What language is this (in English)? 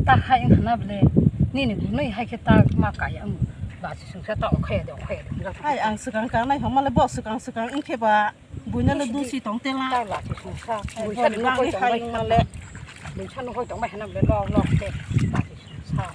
Kok Borok